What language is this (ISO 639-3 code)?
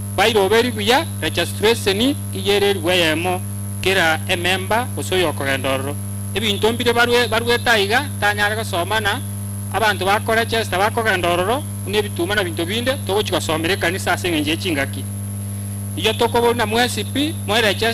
guz